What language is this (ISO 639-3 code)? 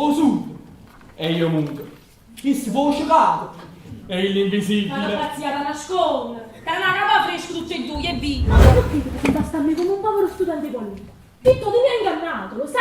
nap